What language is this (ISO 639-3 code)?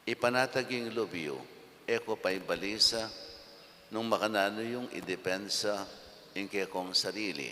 pam